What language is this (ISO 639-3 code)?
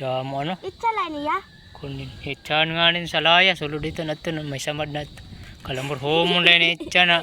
war